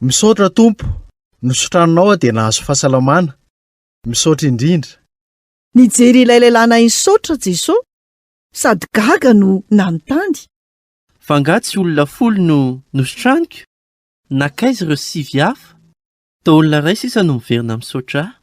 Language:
Malagasy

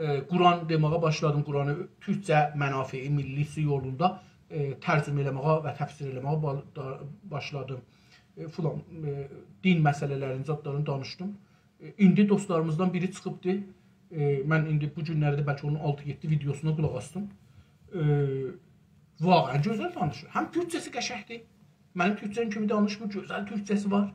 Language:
South Azerbaijani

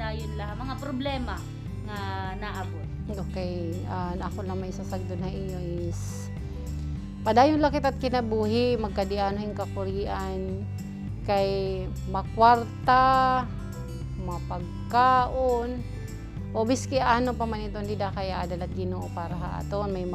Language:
Waray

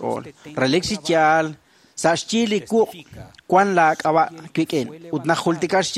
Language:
Kekchí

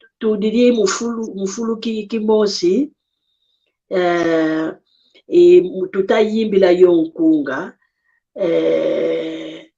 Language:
San Salvador Kongo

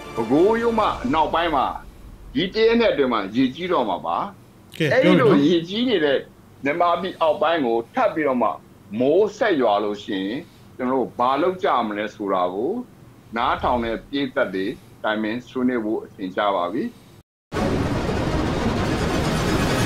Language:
Burmese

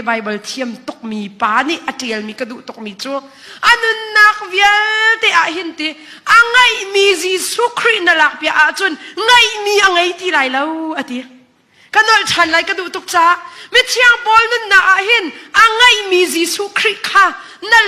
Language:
Hakha Chin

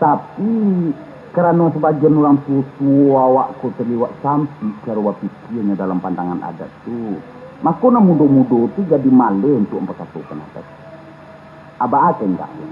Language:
Minangkabau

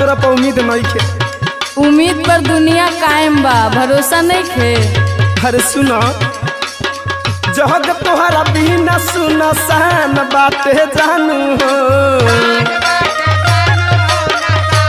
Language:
Bhojpuri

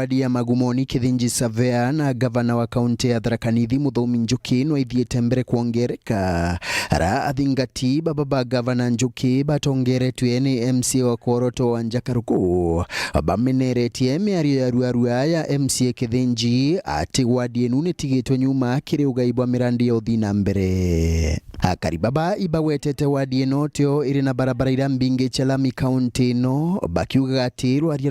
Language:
Meru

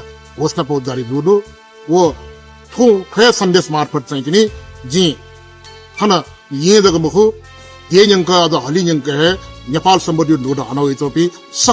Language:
Newari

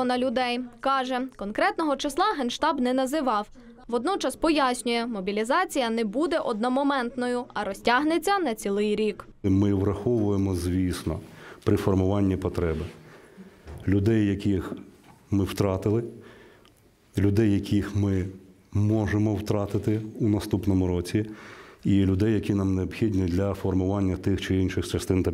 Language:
Ukrainian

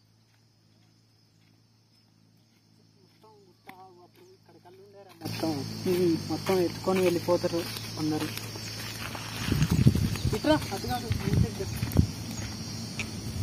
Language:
Telugu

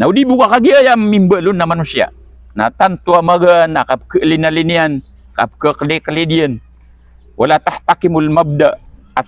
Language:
Maranao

